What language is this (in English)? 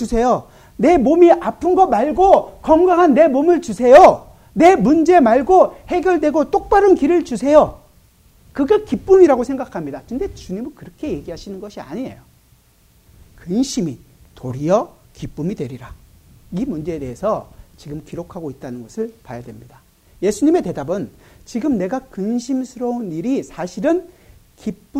Korean